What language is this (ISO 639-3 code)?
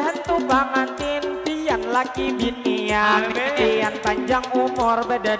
bjn